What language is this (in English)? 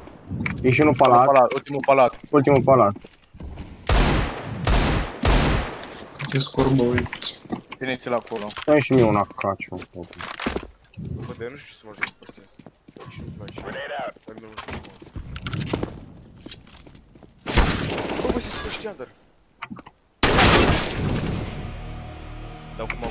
Romanian